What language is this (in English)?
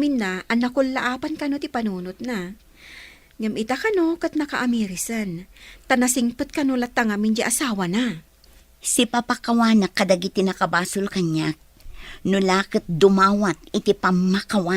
Iloko